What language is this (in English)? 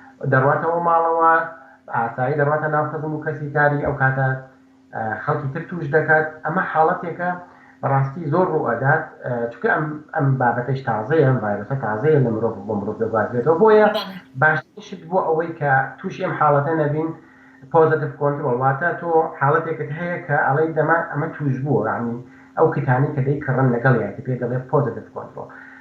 Central Kurdish